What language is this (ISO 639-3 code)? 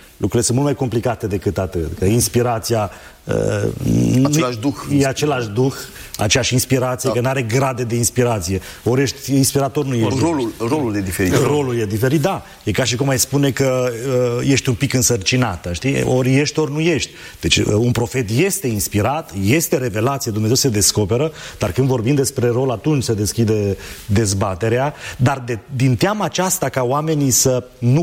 ron